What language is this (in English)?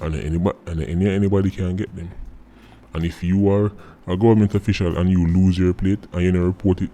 Jamaican Creole English